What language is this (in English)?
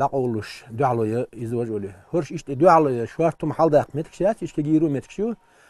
Chechen